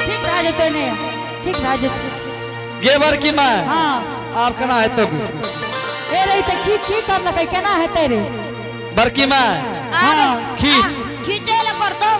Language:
Angika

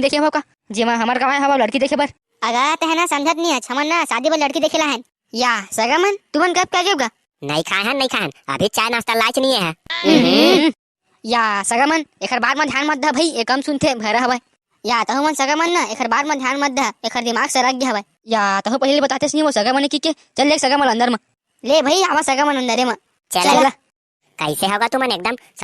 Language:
Chhattisgarhi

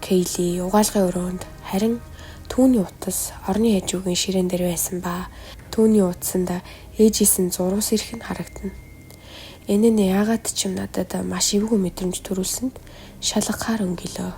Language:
Mongolian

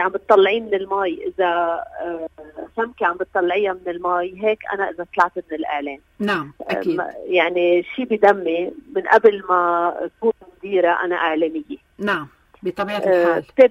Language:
North Levantine Arabic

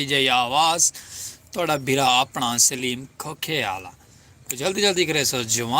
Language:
Saraiki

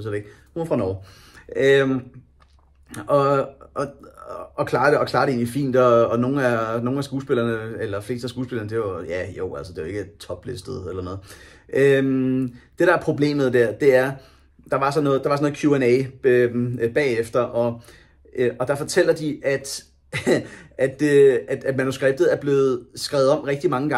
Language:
Danish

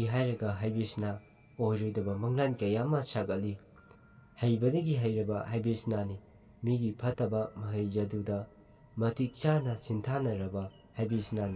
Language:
Manipuri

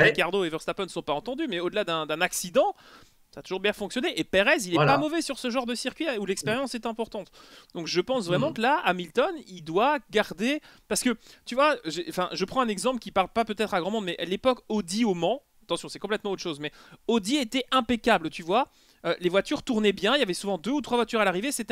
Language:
French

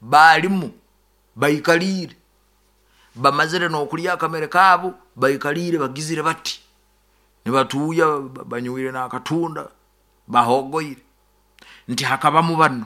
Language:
Nyoro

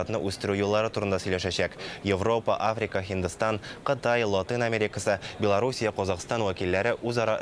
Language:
Tatar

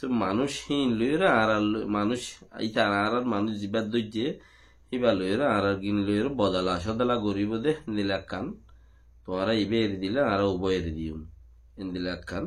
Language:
Rohingya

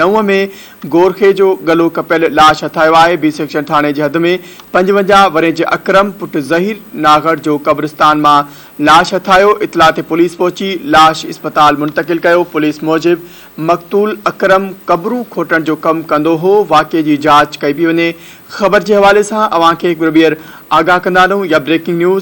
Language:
Sindhi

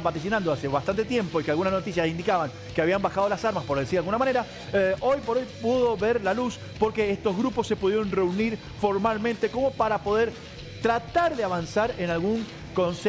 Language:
Spanish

